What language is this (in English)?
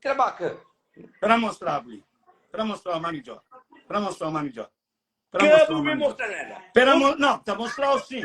Kabuverdianu